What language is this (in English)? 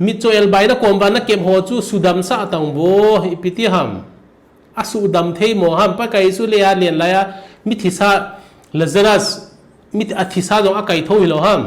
Thado Chin